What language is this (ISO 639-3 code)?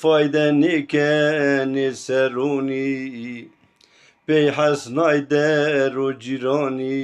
zza